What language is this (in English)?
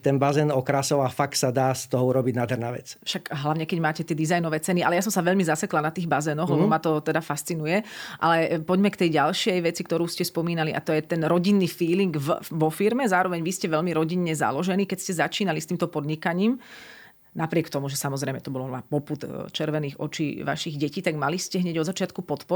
Slovak